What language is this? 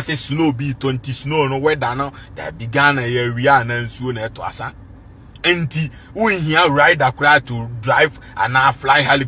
Akan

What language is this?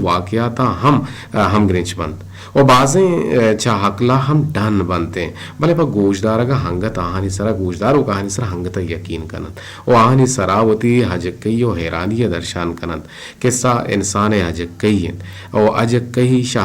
Eastern Balochi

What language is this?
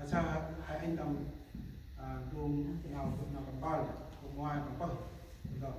Central Mnong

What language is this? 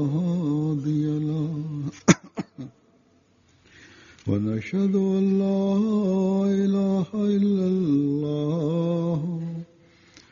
Bosnian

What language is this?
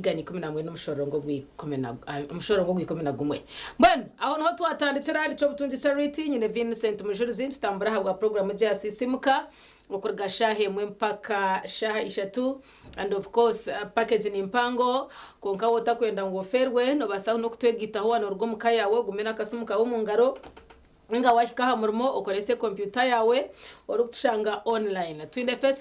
Nyankole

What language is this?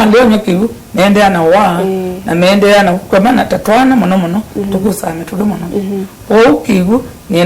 Kamba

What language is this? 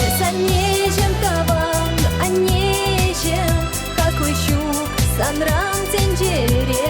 Chuvash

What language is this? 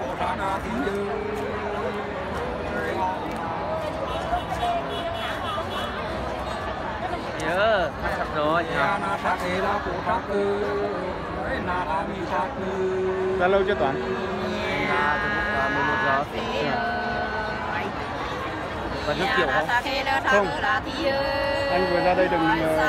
Vietnamese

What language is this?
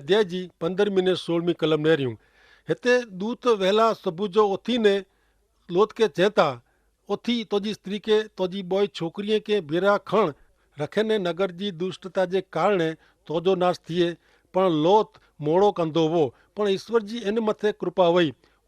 Kachhi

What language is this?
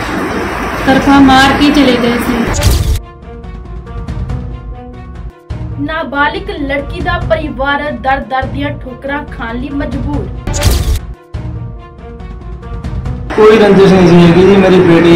Punjabi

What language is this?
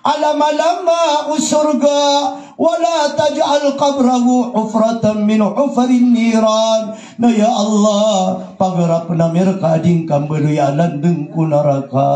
Maranao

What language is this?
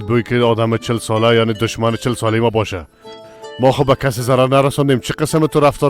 Persian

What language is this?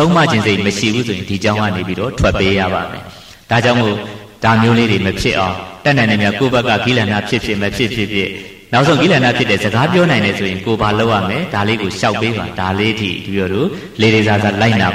Burmese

